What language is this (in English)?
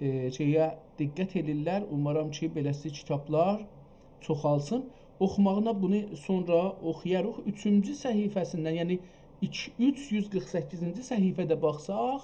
South Azerbaijani